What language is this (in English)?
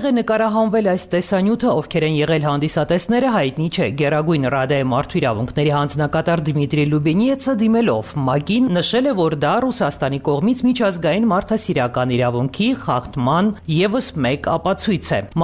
Armenian